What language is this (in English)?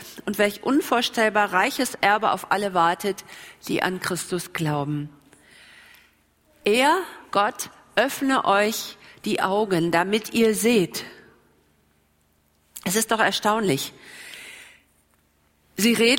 German